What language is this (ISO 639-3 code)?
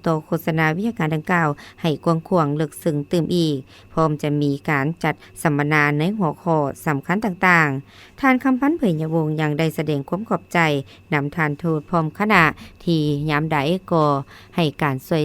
lao